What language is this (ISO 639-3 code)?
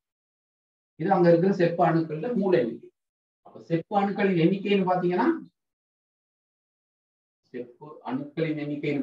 tam